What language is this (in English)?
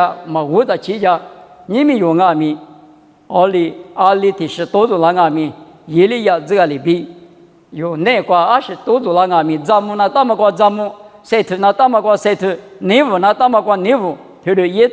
Lisu